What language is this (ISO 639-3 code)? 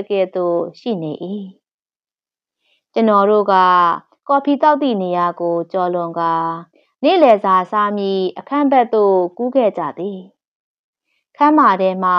mya